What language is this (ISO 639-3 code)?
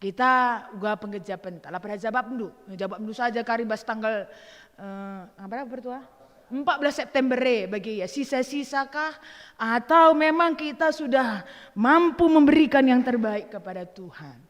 btx